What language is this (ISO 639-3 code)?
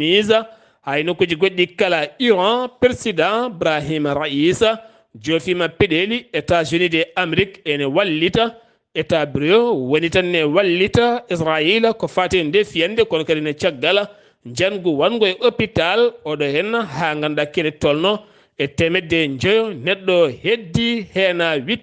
ful